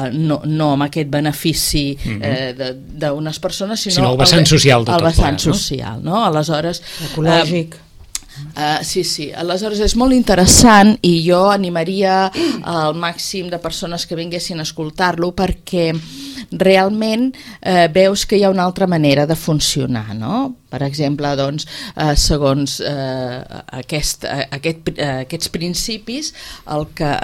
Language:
Catalan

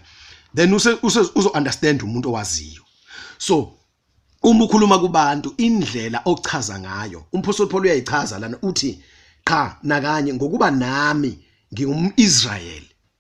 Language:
Zulu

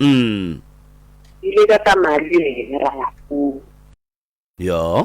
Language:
Northern Sotho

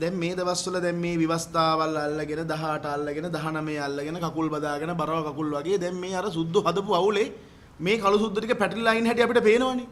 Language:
Sinhala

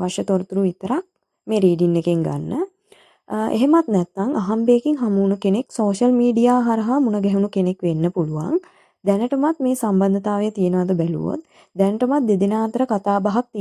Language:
Sinhala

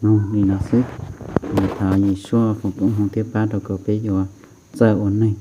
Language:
Hmong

